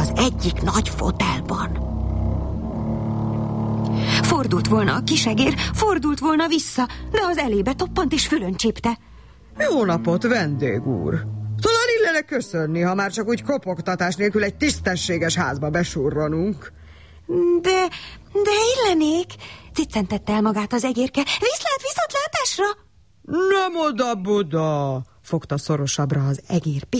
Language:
Hungarian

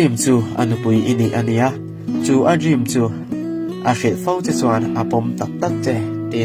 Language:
Mizo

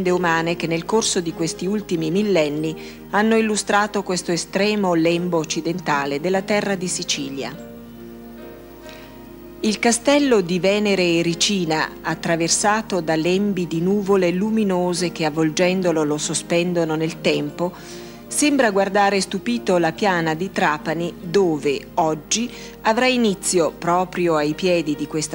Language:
Italian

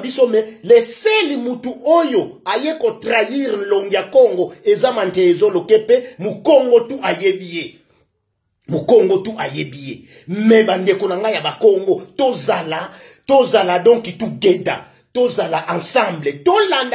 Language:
Lingala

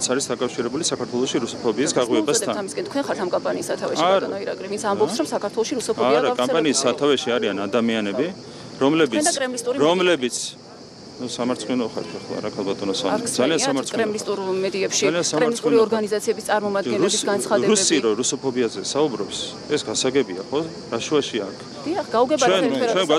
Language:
Georgian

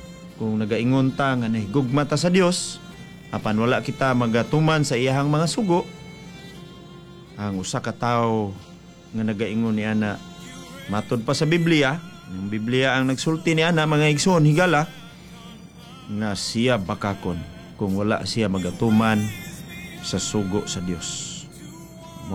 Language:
Cebuano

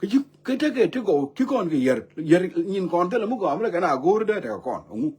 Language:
Nuer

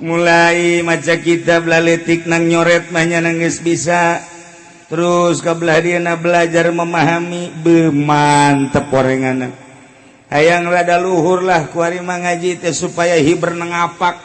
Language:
Sundanese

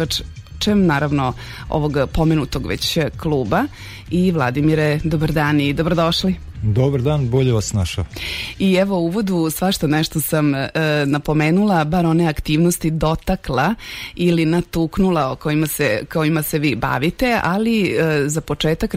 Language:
Serbian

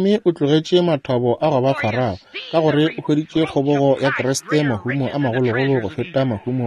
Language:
Northern Sotho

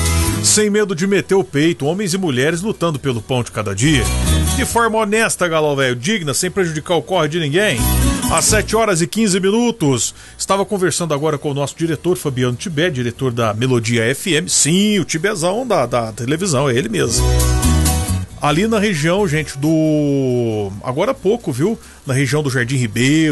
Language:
Portuguese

